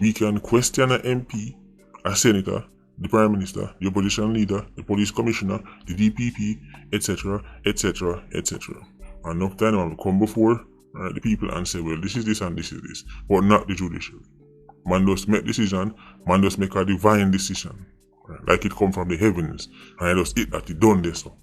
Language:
Jamaican Creole English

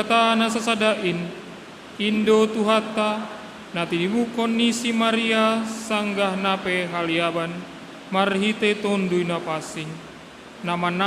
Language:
Batak Simalungun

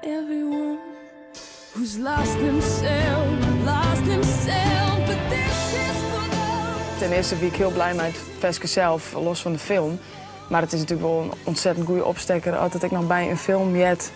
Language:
Western Frisian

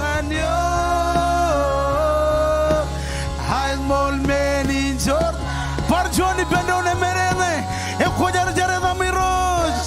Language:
Marshallese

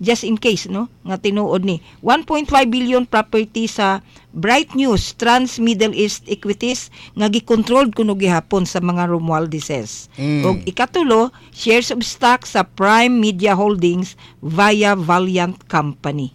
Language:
Cebuano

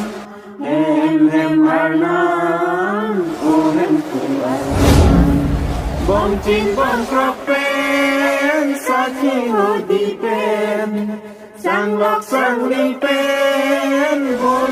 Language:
Karbi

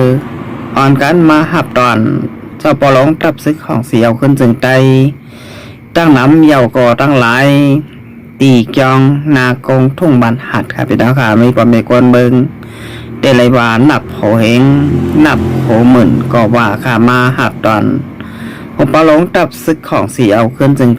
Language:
Shan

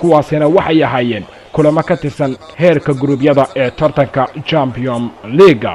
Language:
Somali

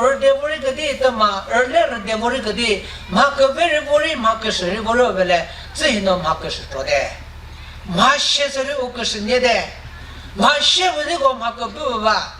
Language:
Chokri Naga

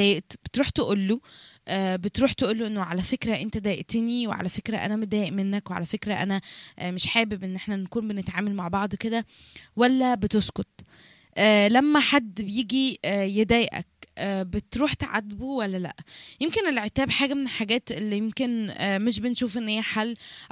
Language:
Egyptian Arabic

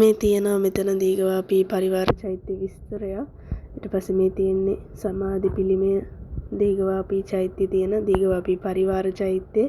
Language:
Sinhala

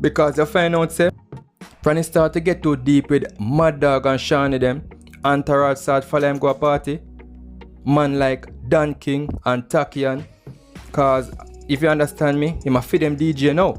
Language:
Jamaican Creole English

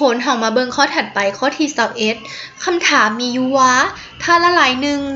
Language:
Lao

